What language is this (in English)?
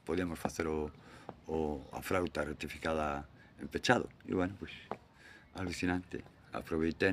Galician